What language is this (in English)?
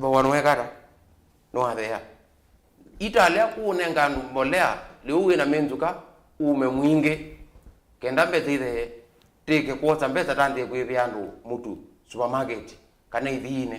Kamba